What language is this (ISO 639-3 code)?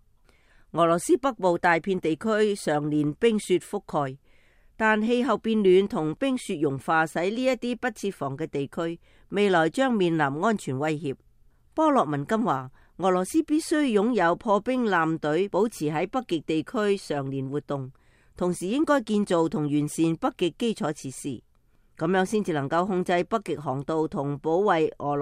yue